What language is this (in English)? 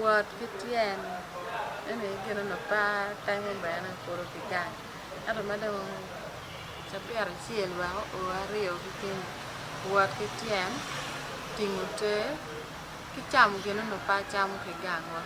Acoli